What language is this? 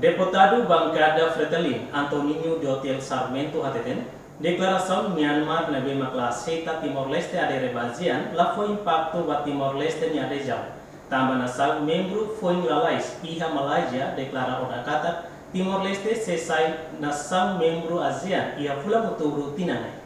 Tetum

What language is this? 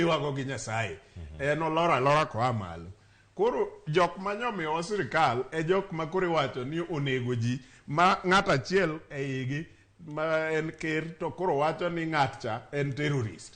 Luo (Kenya and Tanzania)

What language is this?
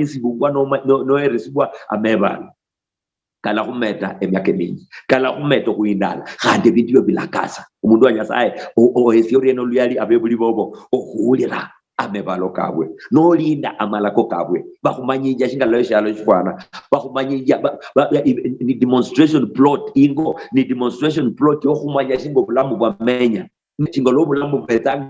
Luyia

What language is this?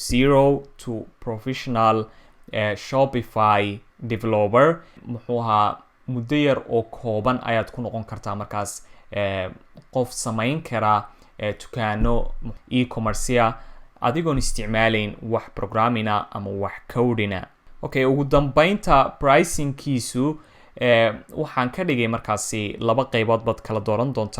Somali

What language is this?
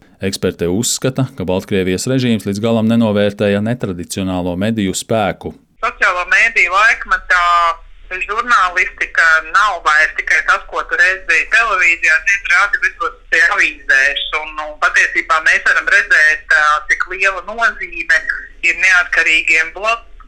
Latvian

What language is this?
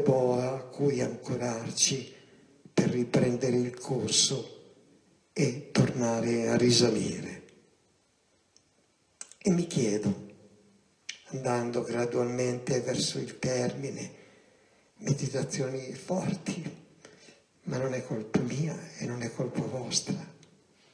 Italian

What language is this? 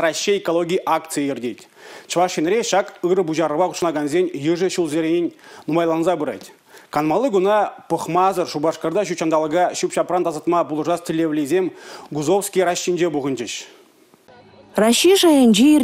Chuvash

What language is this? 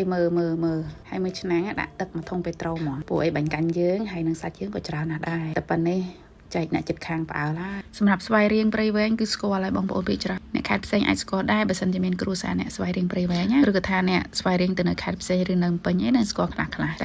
Khmer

